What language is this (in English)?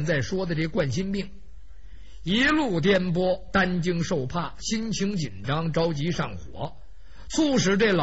Chinese